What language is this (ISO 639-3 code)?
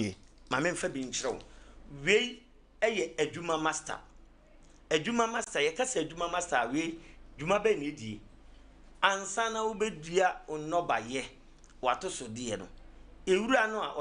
aka